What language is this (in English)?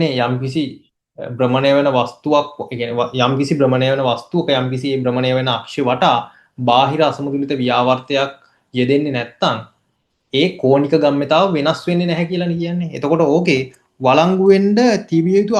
Sinhala